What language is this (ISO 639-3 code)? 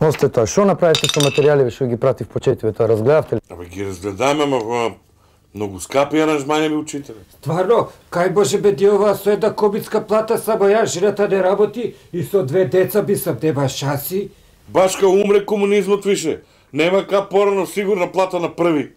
mkd